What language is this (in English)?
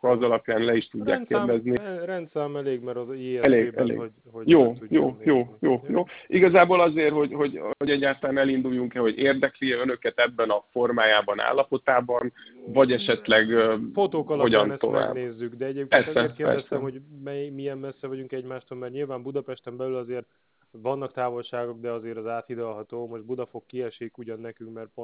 Hungarian